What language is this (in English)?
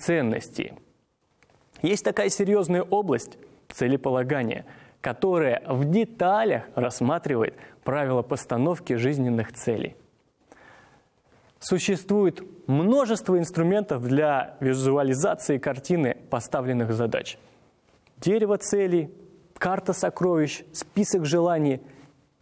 Russian